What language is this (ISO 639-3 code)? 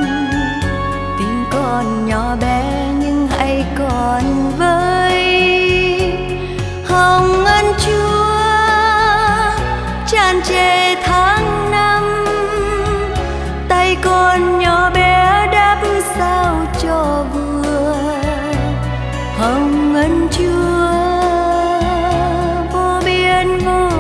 vie